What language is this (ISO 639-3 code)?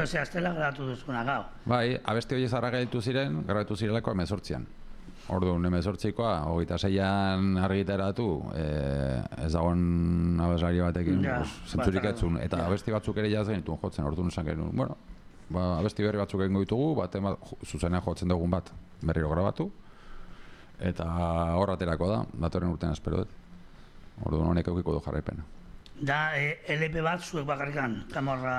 eus